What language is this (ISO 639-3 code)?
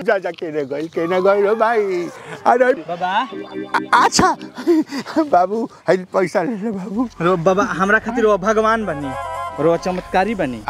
bho